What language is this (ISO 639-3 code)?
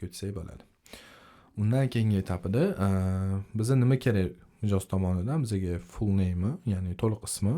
uzb